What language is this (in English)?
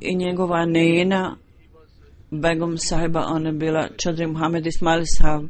Bosnian